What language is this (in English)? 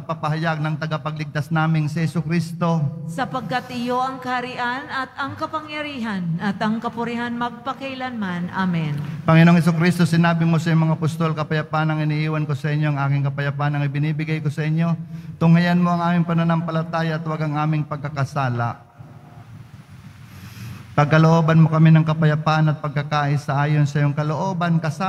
Filipino